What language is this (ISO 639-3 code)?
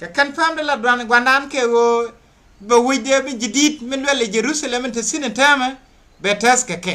nus